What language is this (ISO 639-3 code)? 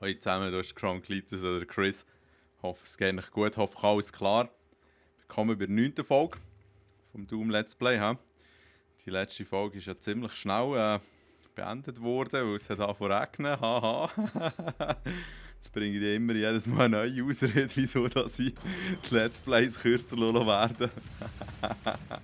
gsw